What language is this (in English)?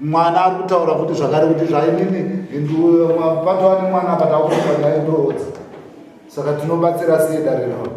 Shona